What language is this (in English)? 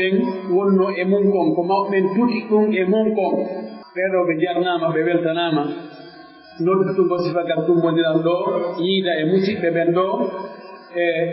Pular